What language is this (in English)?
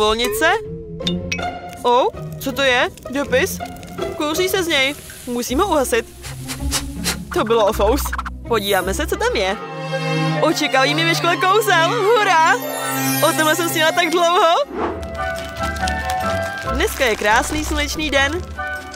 Czech